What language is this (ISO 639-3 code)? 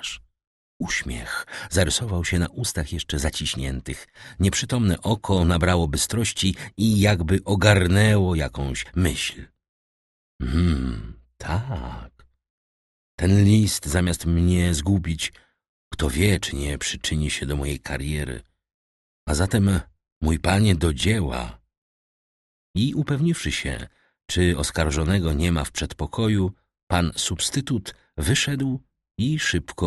pol